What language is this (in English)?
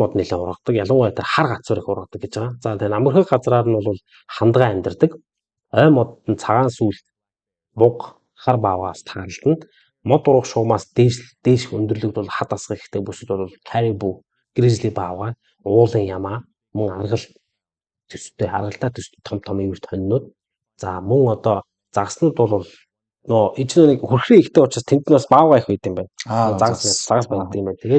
Mongolian